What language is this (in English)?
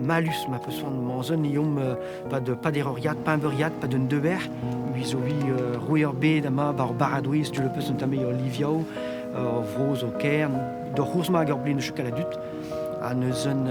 Breton